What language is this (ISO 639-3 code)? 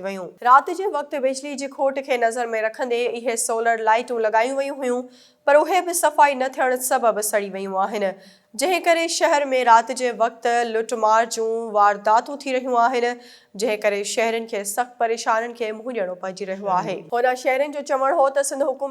snd